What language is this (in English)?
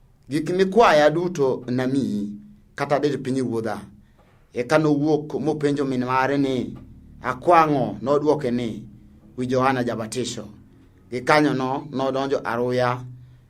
Luo (Kenya and Tanzania)